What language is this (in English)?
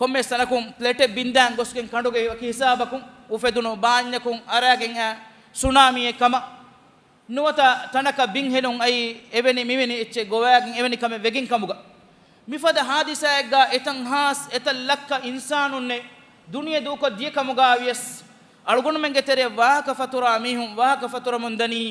Divehi